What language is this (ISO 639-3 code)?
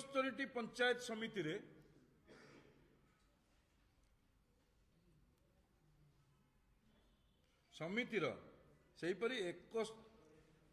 ori